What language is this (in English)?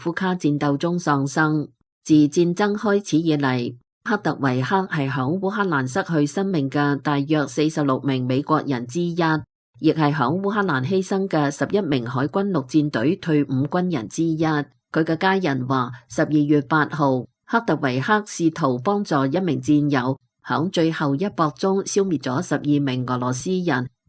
Cantonese